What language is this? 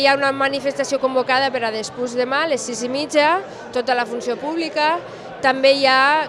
Catalan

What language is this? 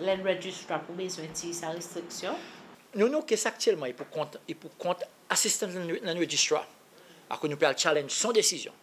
Seselwa Creole French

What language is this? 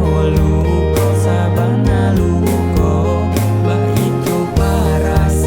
Minangkabau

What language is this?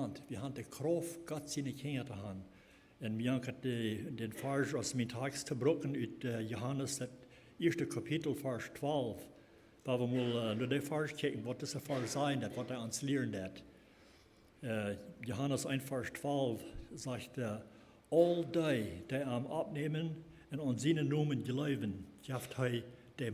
Plautdietsch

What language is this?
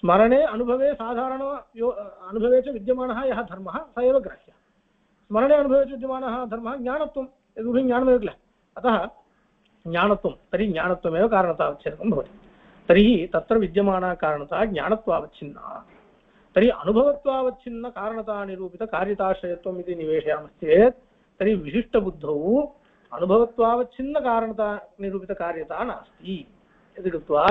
Sanskrit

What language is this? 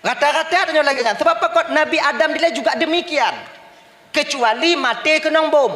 Achinese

